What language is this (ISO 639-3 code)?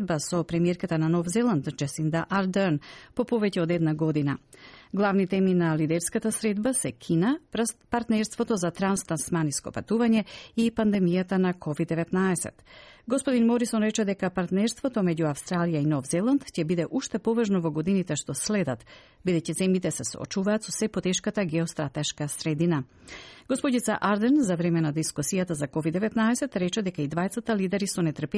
mkd